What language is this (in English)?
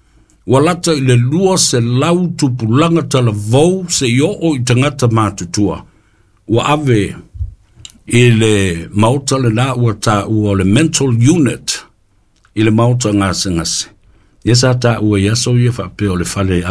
Samoan